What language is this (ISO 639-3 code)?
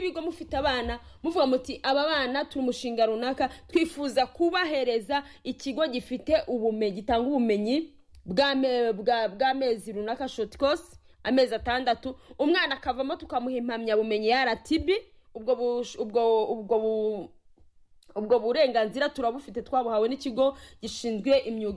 kin